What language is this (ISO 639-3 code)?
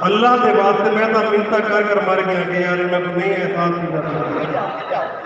skr